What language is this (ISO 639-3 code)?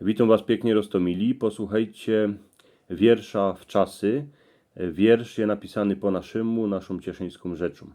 szl